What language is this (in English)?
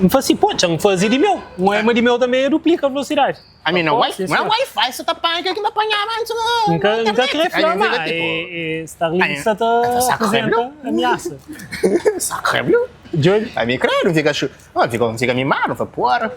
Kabuverdianu